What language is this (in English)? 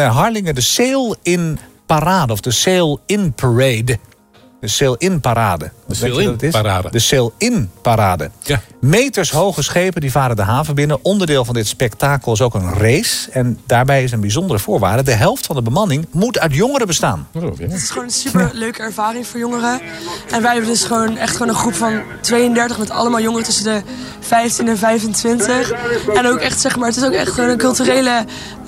Dutch